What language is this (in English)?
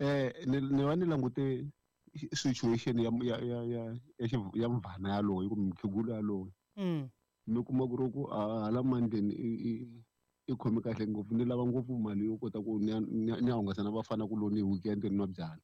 Tsonga